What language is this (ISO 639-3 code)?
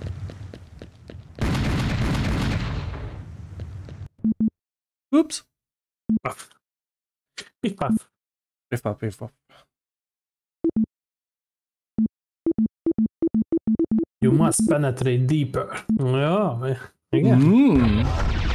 hun